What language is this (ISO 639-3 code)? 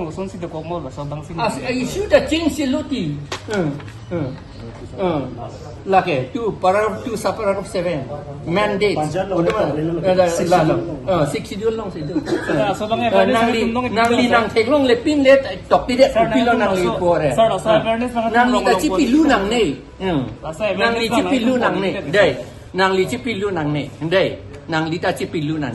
mjw